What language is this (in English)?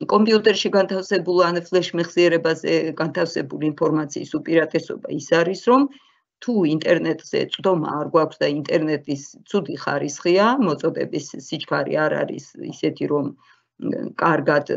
Georgian